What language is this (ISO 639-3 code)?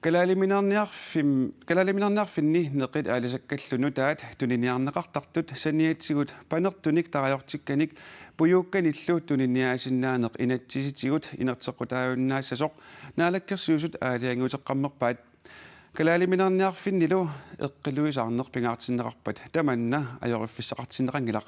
kal